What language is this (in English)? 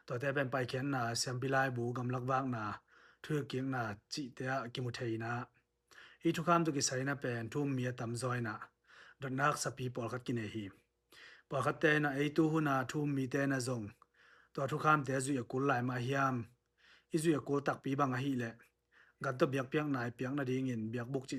Tedim Chin